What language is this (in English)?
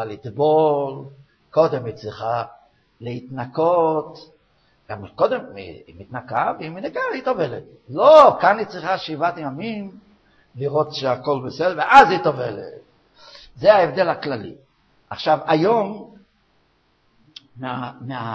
Hebrew